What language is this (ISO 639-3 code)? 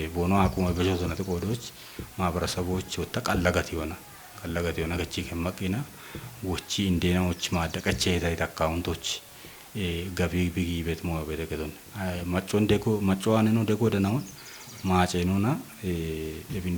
kbr